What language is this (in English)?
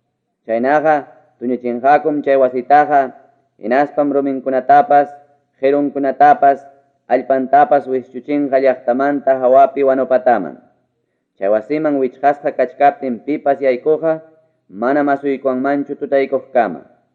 Ayacucho Quechua